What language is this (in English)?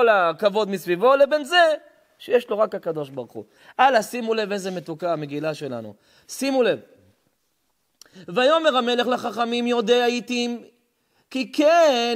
Hebrew